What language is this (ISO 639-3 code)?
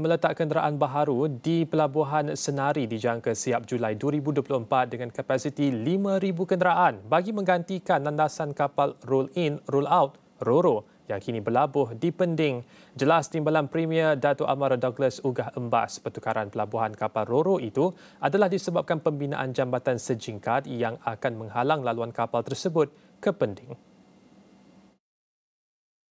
msa